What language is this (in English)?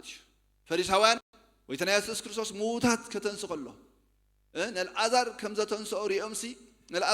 Tigrinya